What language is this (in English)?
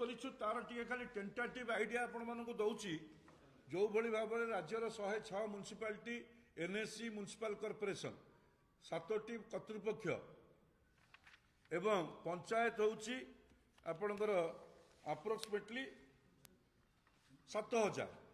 Odia